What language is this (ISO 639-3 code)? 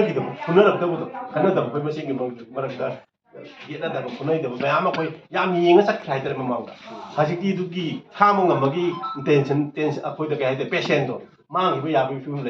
mni